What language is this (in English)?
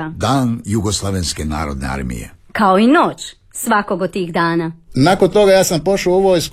Croatian